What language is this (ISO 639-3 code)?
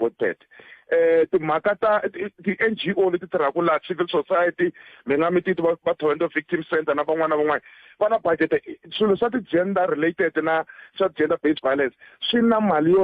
tso